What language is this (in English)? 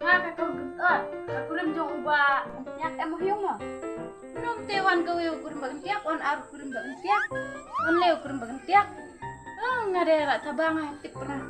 Khasi